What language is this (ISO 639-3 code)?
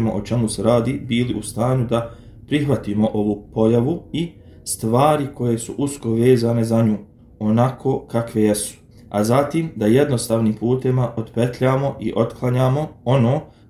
bos